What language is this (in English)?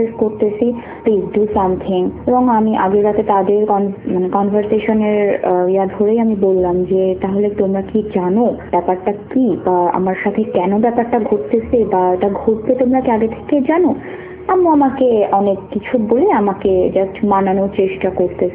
Bangla